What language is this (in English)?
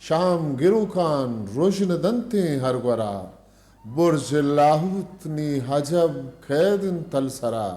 Eastern Balochi